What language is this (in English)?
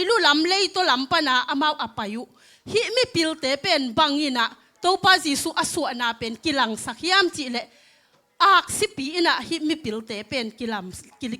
Tedim Chin